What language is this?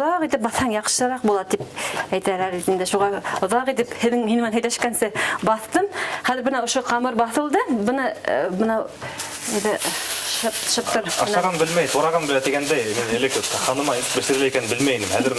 Bashkir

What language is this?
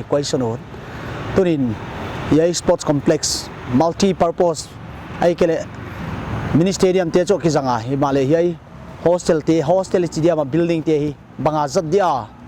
Paite Chin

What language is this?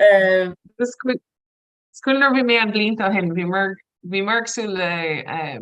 Irish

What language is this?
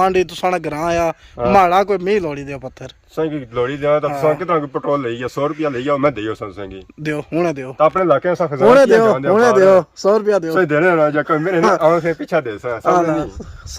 Pahari-Potwari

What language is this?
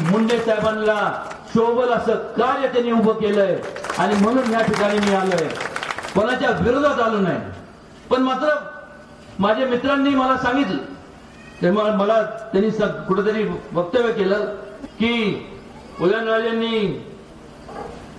Marathi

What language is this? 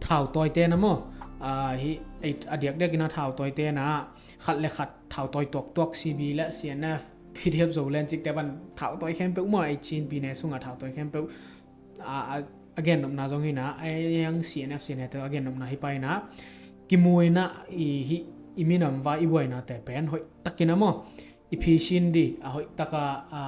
Tedim Chin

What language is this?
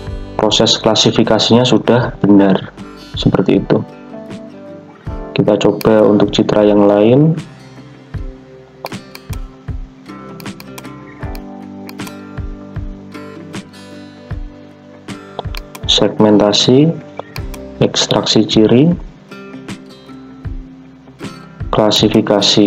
Indonesian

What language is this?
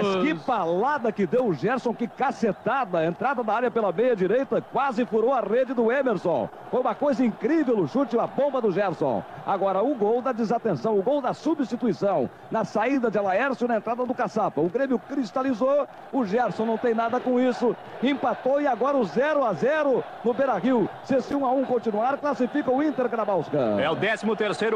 Portuguese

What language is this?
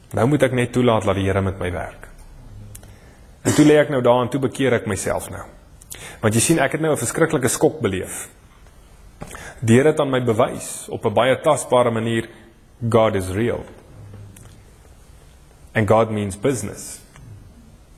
Afrikaans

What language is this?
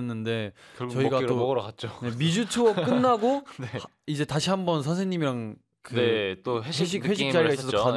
Korean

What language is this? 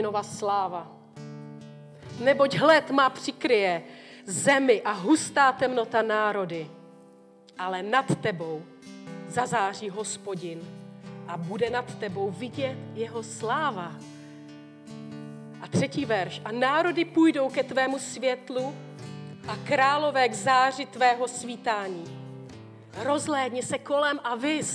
Czech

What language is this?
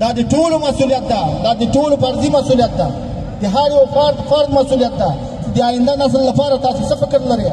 Pashto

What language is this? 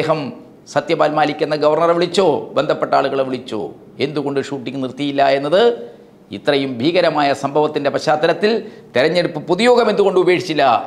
Malayalam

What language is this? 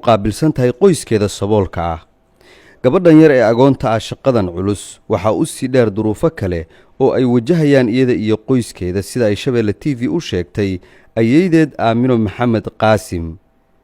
Somali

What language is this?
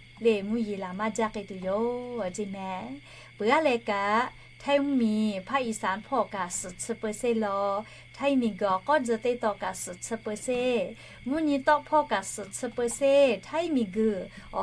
Lahu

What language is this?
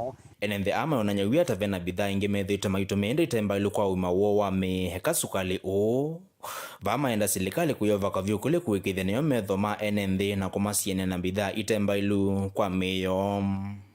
Kamba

